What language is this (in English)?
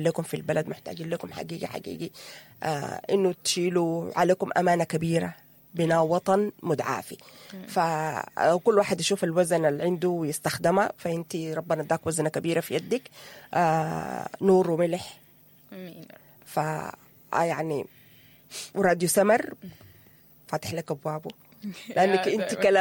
Sudanese Arabic